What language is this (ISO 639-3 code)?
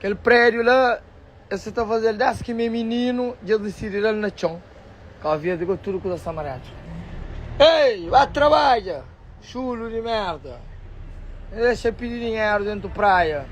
kea